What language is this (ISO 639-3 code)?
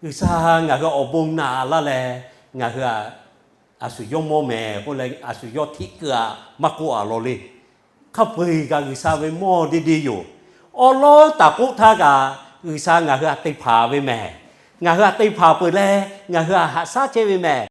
lhu